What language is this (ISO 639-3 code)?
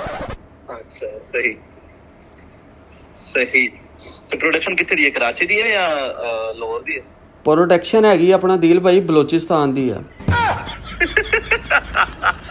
pan